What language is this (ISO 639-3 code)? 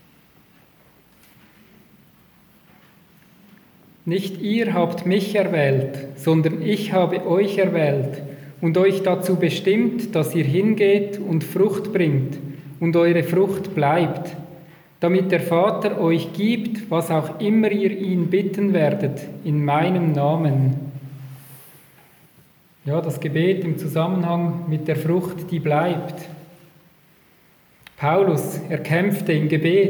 deu